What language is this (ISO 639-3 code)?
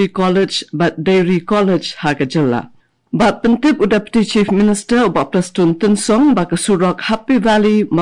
kha